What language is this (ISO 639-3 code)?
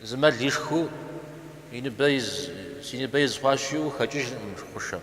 kbd